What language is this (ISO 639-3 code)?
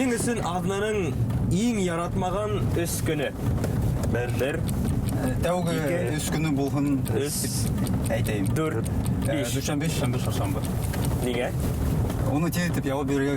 bak